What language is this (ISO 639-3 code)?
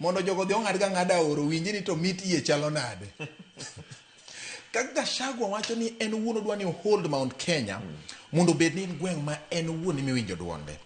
luo